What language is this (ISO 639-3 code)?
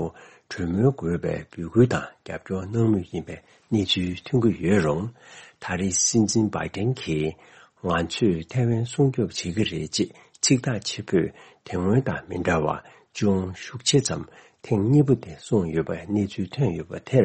bod